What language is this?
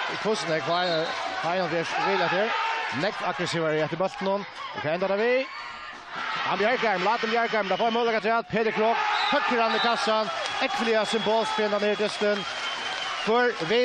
Faroese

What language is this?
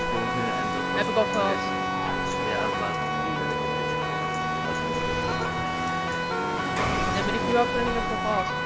Dutch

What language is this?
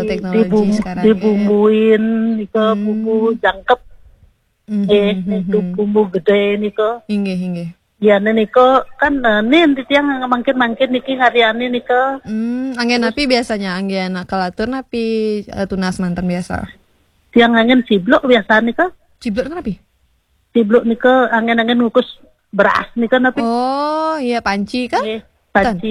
Balinese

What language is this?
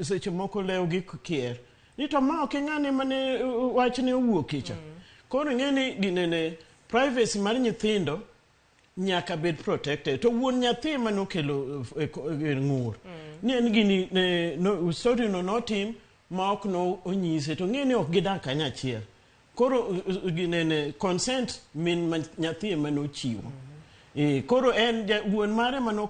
Luo (Kenya and Tanzania)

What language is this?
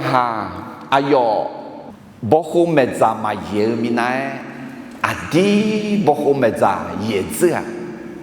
Akha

